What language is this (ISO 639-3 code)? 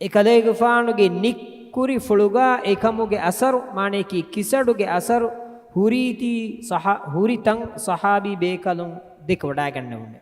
div